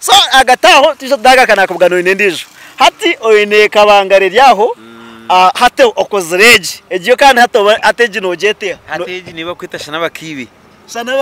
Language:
Nyankole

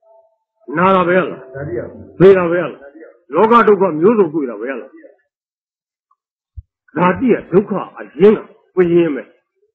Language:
Burmese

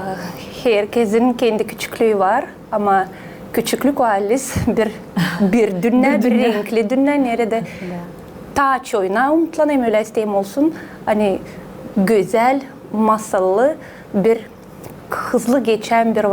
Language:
Gagauz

